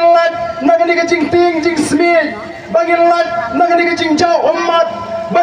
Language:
Khasi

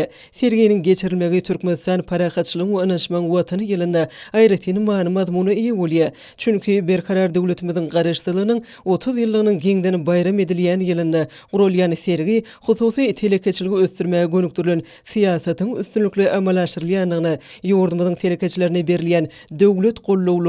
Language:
Turkmen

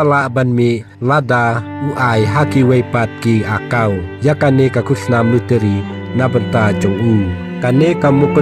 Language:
Khasi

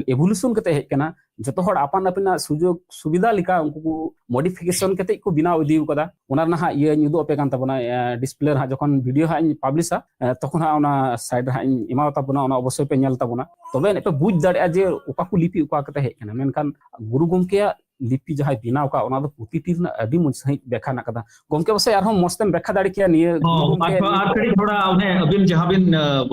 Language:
Santali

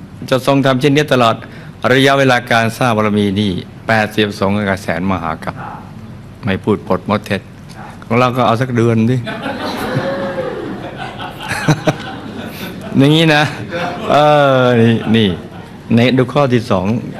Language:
Thai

